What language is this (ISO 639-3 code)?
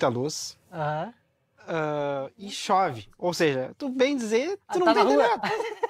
por